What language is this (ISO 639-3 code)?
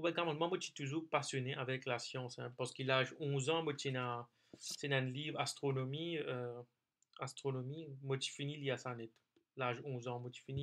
mfe